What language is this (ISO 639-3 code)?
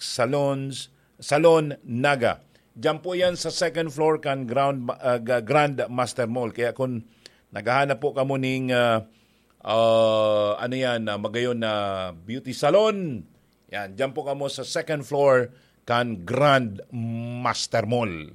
bik